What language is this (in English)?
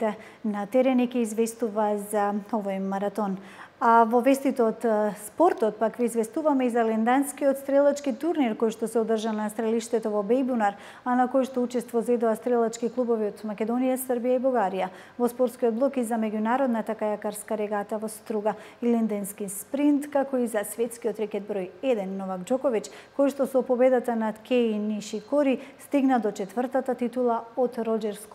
Macedonian